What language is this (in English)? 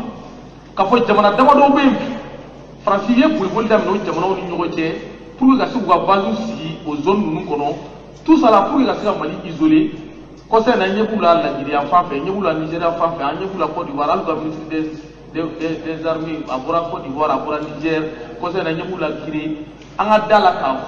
Bambara